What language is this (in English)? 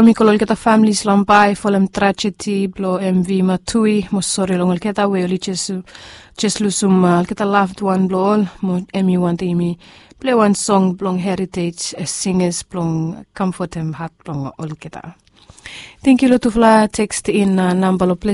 Bislama